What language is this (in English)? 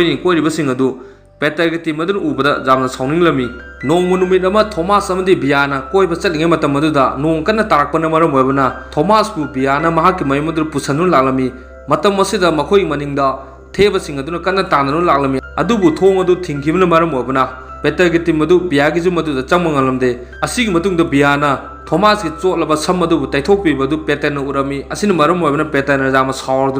Manipuri